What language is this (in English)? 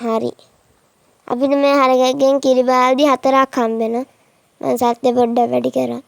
Sinhala